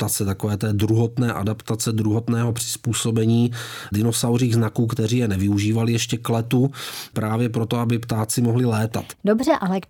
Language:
Czech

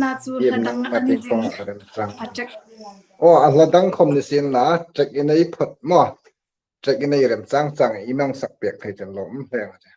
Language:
Hmar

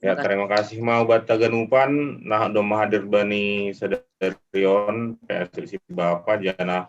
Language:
Batak Simalungun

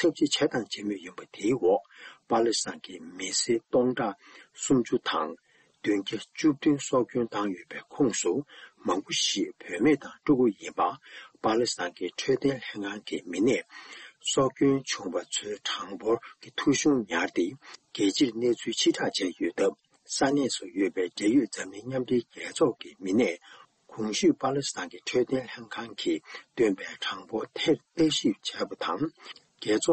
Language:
Tibetan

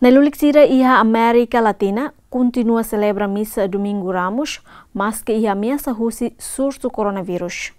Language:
Tetum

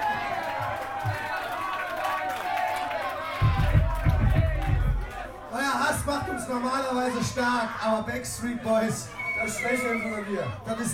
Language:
German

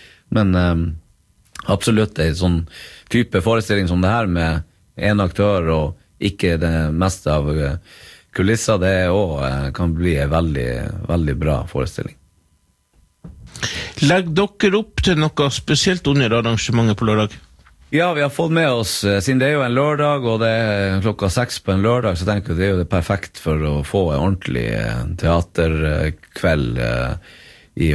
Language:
Norwegian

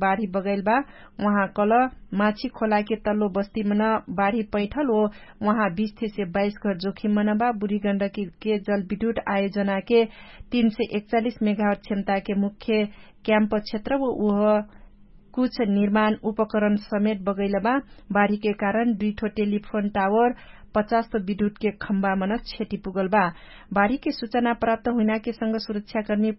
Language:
Dangaura Tharu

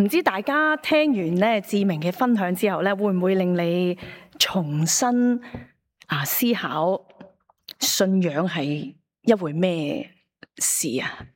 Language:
Cantonese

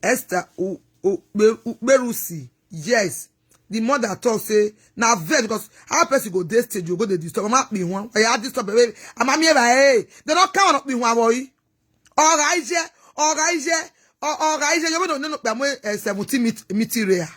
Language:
Nigerian Pidgin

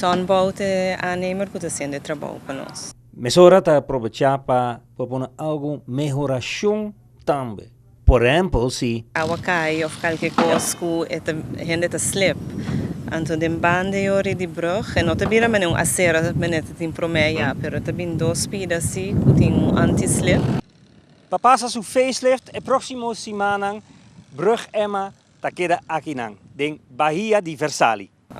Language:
Papiamento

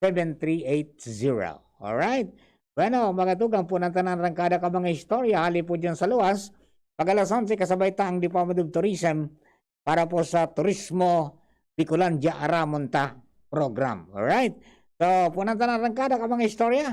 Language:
Bikol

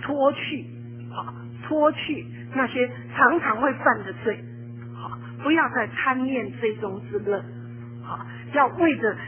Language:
Chinese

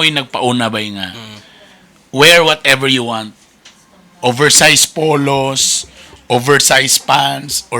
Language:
Cebuano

